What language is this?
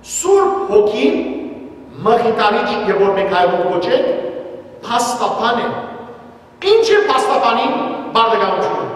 Western Armenian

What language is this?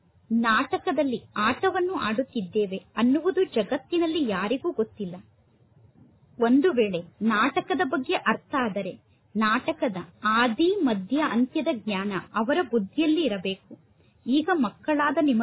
Kannada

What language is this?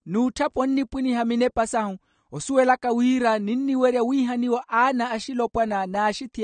Makhuwa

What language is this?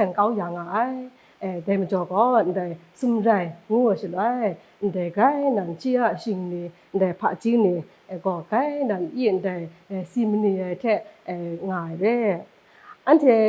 Kachin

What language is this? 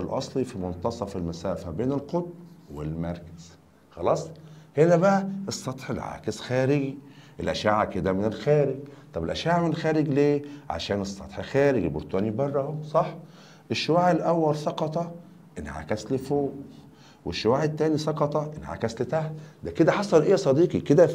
Egyptian Arabic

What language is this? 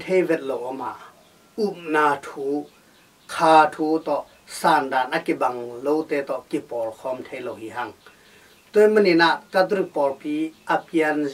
Tedim Chin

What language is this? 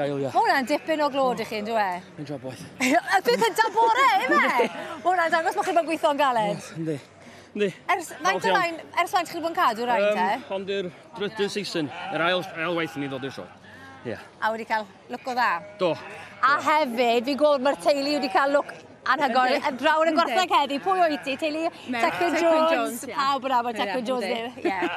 Welsh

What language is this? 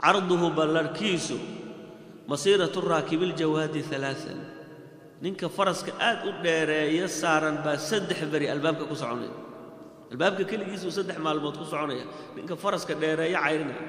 Somali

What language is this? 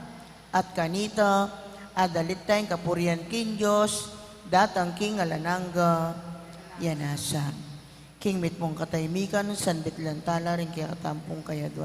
Pampanga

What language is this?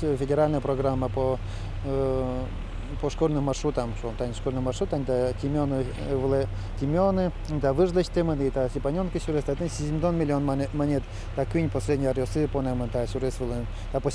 Udmurt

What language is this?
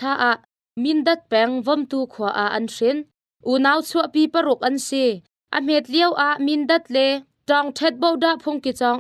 Hakha Chin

